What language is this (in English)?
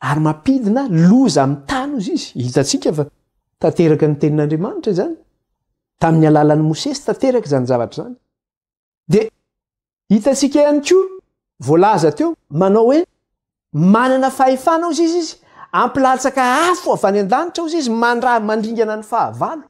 Malagasy